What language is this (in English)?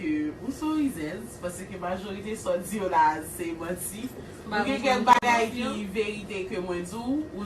Haitian Creole